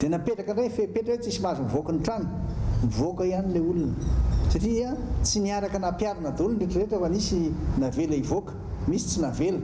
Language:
Malagasy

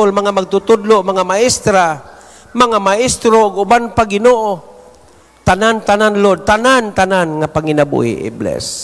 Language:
Cebuano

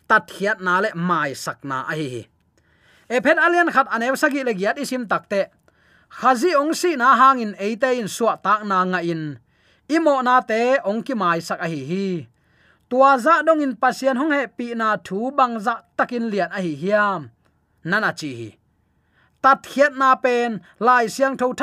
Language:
Tedim Chin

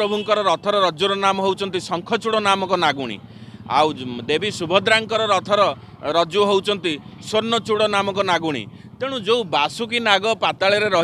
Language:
Odia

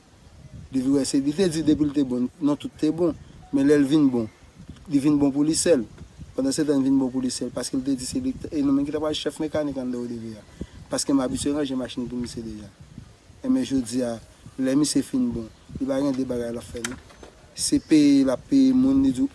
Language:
Haitian Creole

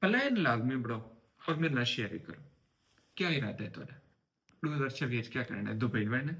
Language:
Saraiki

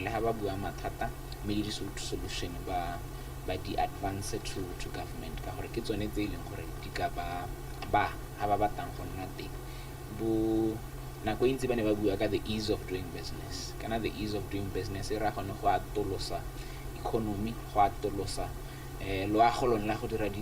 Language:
Tswana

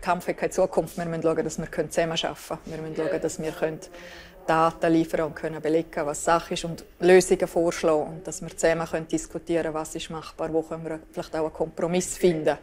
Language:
Romansh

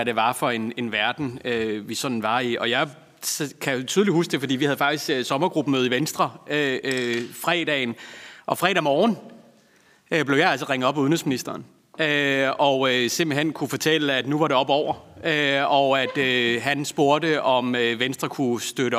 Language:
Danish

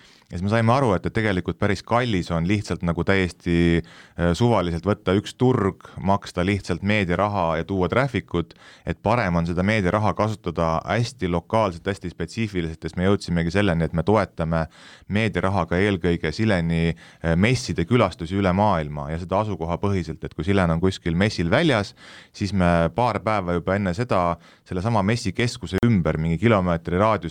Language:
Estonian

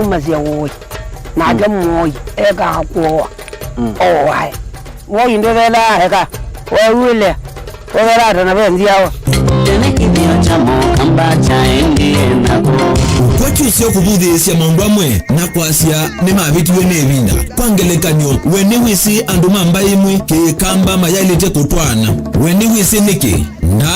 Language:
Kamba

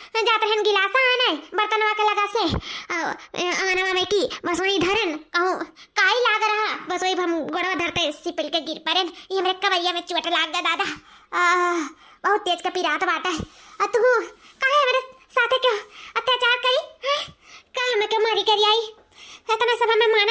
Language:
Awadhi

